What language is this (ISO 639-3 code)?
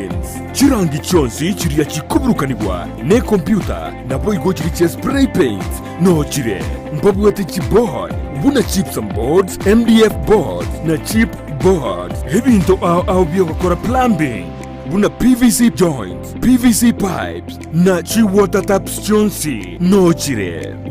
guz